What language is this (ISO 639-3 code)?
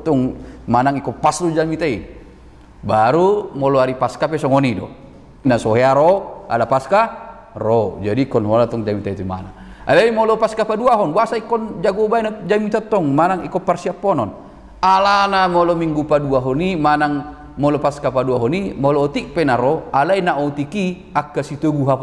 bbc